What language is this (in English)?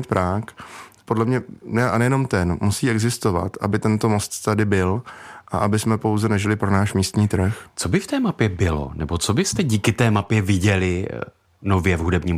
Czech